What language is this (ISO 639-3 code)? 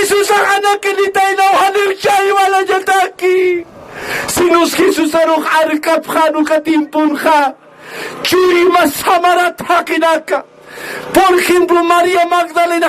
aym